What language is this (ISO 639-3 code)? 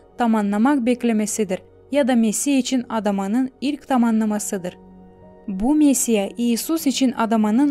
gag